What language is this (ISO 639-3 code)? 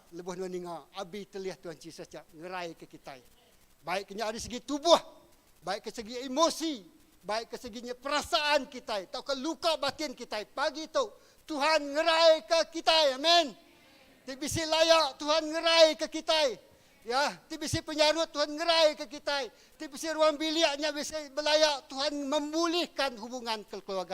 iba